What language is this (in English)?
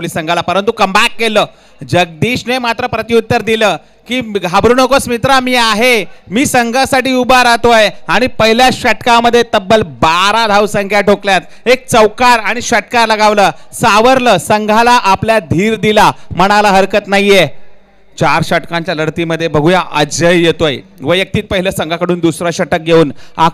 Marathi